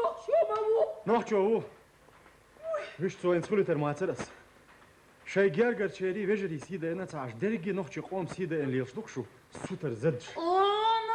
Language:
Chechen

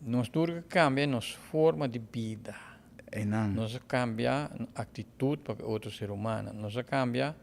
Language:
Papiamento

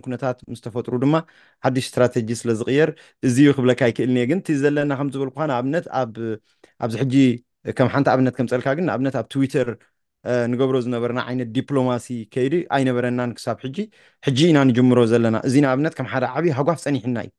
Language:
Tigrinya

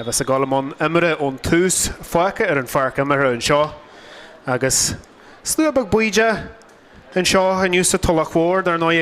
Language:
Irish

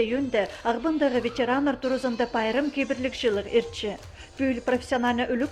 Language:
Khakas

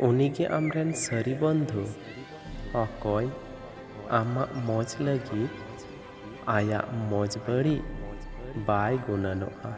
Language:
Santali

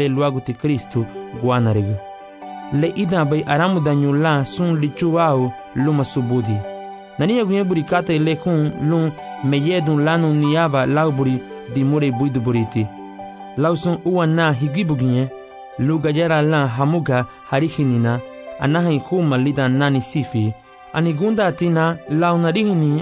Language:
Garifuna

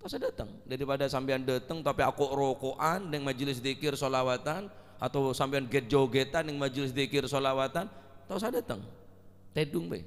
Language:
Madurese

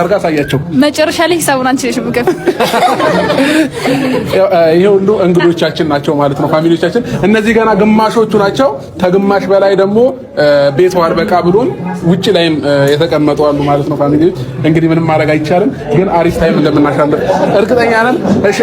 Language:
Amharic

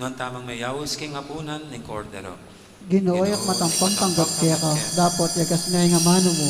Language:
Pampanga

